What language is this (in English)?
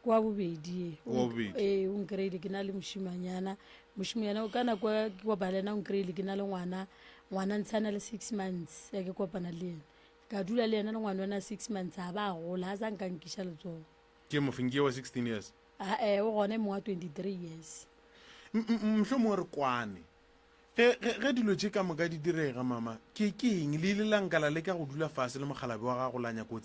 Northern Sotho